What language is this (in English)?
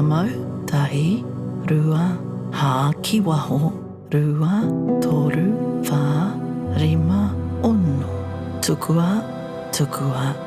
Māori